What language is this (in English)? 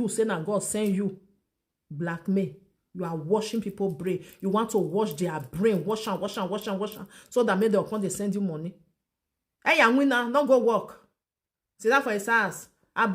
Nigerian Pidgin